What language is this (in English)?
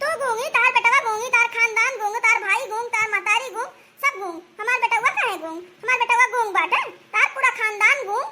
Awadhi